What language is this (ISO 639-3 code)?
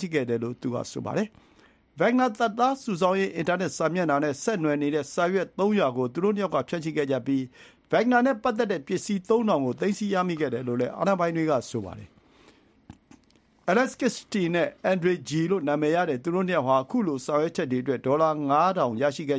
mya